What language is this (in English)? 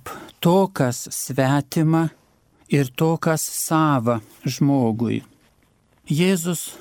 Lithuanian